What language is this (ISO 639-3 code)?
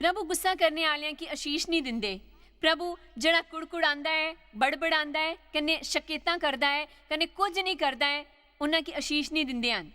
doi